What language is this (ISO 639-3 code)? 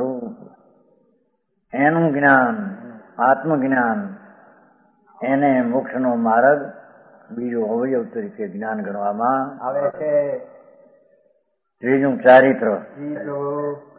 guj